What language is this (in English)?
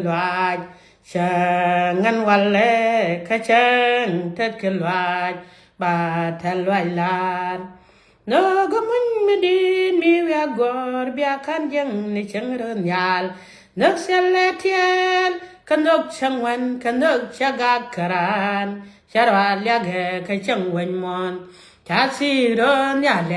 Nuer